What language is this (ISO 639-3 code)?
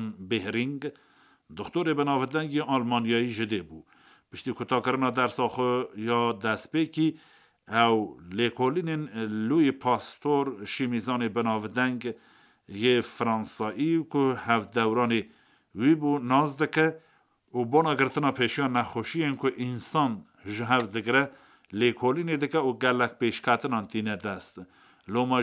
kur